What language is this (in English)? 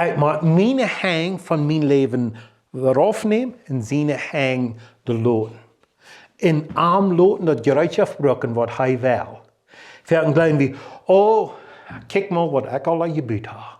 Plautdietsch